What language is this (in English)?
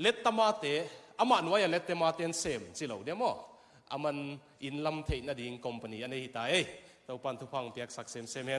Tedim Chin